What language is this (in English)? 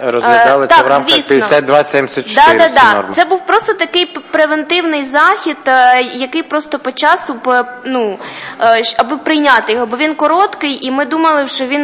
Ukrainian